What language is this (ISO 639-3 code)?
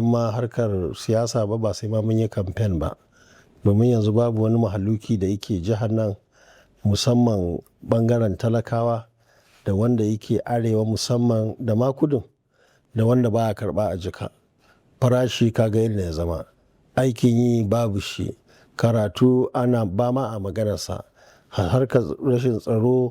hau